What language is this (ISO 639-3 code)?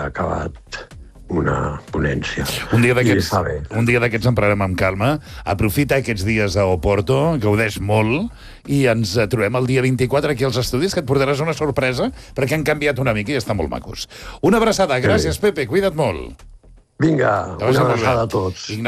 cat